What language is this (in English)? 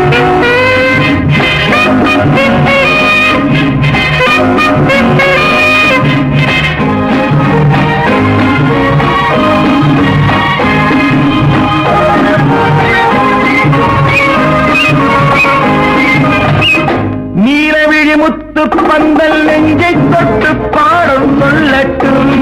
Tamil